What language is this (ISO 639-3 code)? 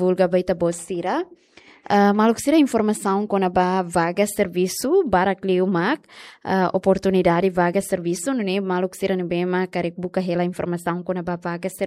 tet